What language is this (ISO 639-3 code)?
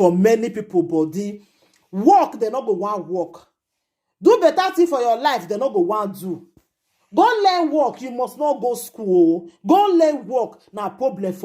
pcm